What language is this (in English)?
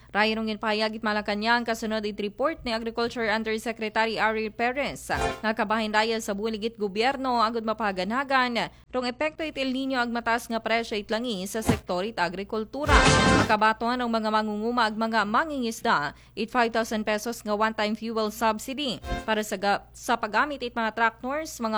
Aklanon